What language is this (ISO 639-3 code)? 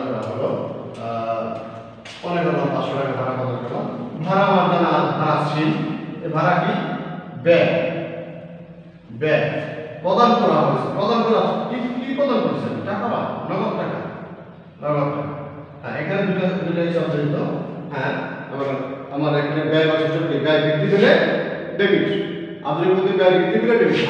ben